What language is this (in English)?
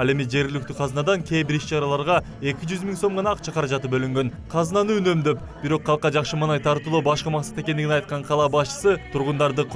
Kyrgyz